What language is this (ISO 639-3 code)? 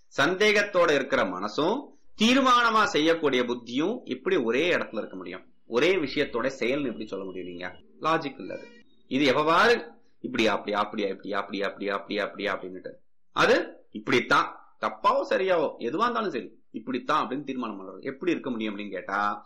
tam